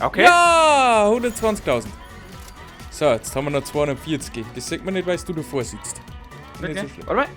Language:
Bavarian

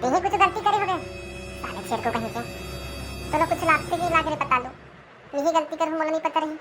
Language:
Chhattisgarhi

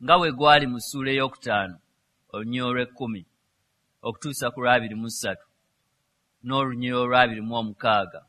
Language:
Ganda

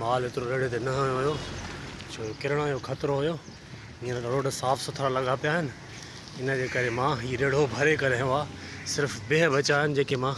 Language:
Sindhi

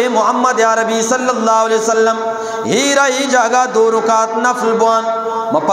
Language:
Eastern Balochi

